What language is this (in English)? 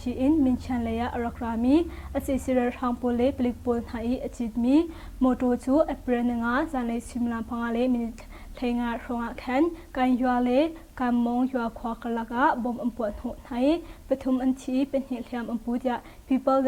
Hakha Chin